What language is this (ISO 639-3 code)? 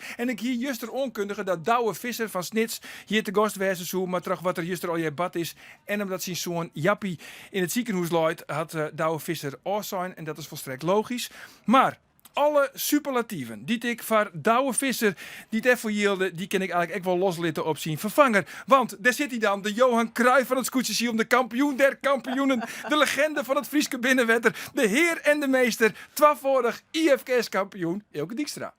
fry